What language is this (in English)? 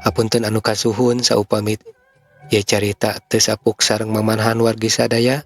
Sundanese